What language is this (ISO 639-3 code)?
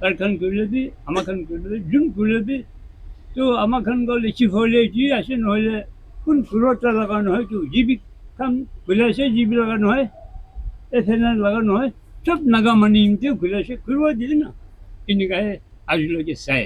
nag